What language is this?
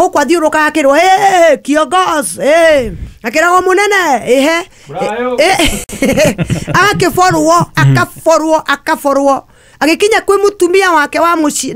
Kikuyu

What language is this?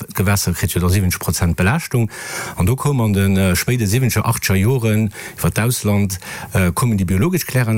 Luxembourgish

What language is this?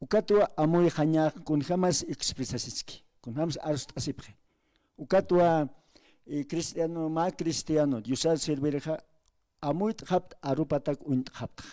Aymara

